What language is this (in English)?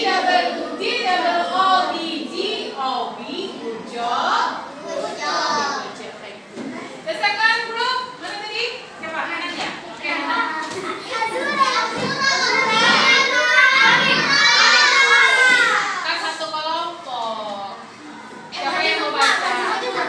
Indonesian